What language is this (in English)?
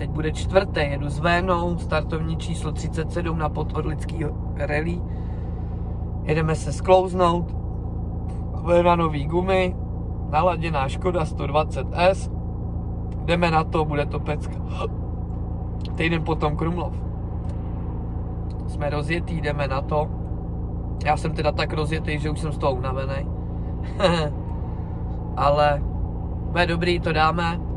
Czech